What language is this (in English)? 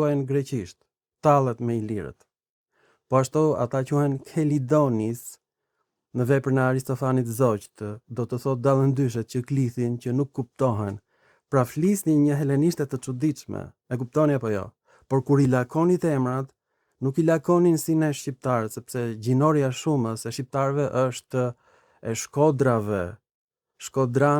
Albanian